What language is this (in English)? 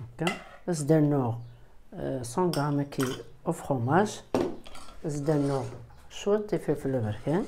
Kabyle